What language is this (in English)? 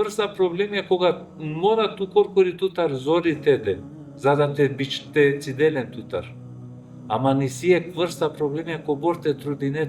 Balkan Romani